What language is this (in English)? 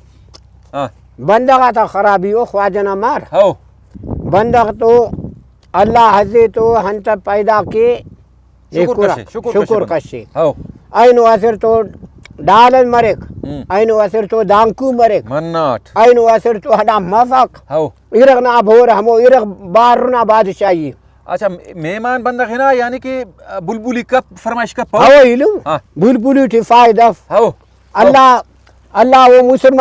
Brahui